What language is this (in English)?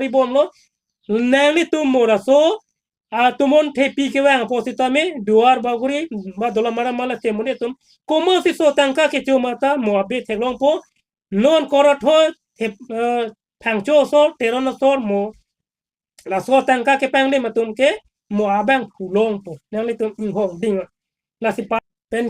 Karbi